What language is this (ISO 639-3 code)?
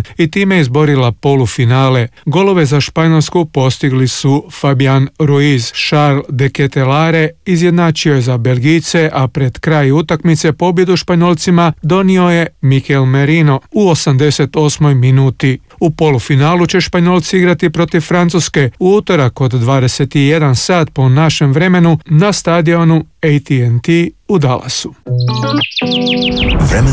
hrv